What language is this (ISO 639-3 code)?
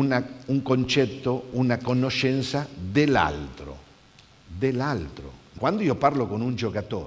ita